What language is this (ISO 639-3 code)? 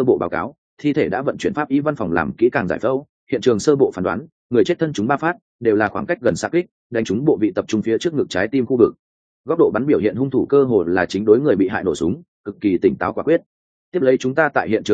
vie